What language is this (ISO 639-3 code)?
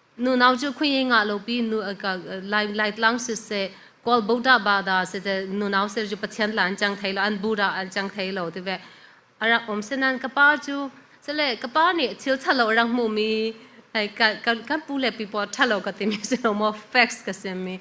cfm